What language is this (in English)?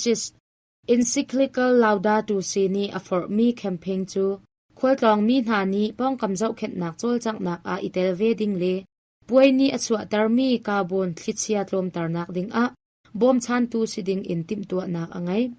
Hakha Chin